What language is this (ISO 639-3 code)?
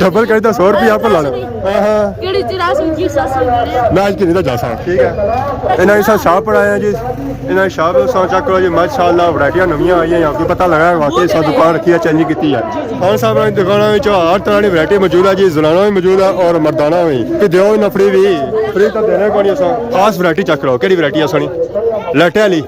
phr